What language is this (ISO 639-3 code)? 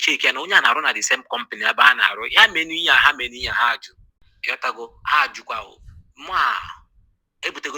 ibo